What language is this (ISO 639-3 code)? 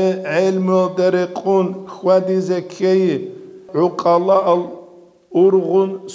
ava